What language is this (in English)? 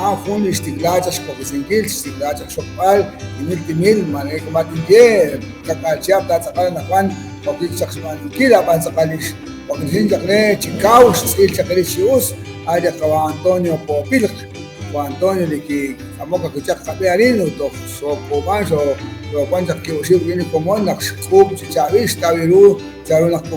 Kekchí